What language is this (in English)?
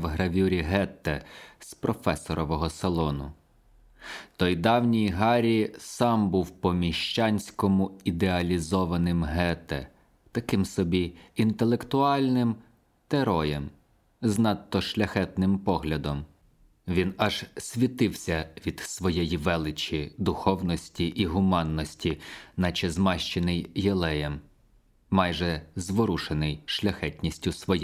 Ukrainian